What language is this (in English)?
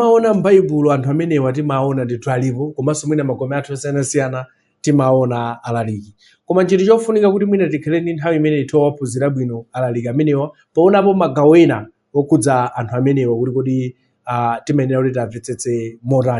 Nyanja